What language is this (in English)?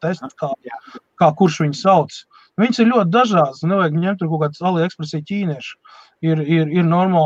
Latvian